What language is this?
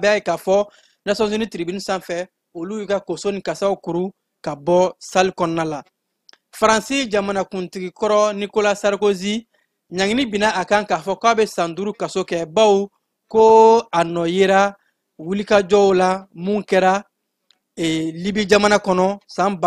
Bambara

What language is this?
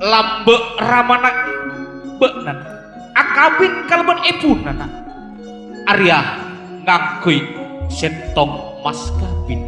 Madurese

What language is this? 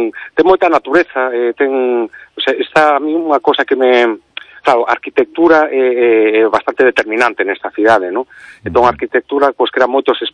Galician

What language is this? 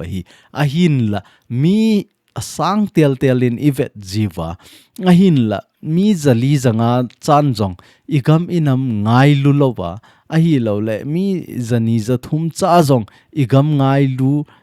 Thado Chin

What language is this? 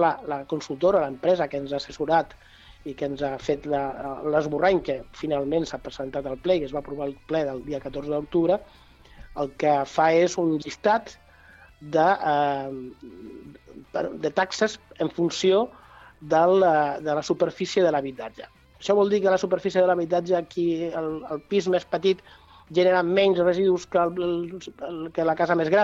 Catalan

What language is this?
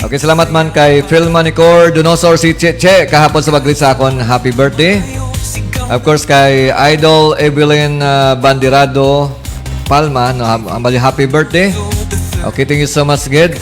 Hiligaynon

